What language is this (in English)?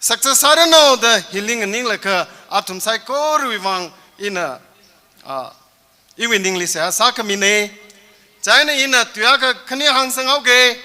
Tangkhul Naga (India)